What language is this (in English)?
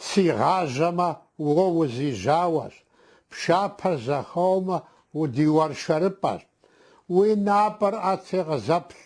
Kabardian